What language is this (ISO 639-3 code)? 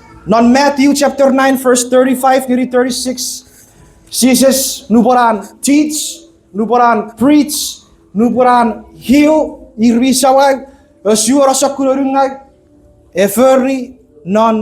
chk